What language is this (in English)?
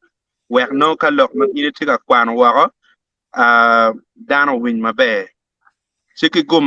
Acoli